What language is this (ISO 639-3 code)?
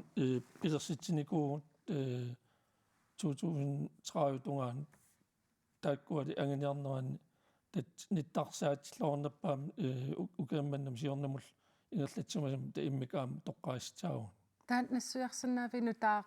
kal